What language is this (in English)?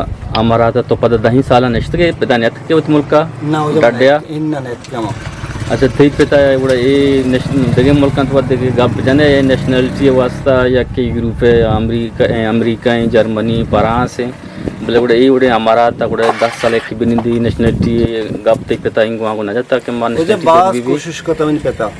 Eastern Balochi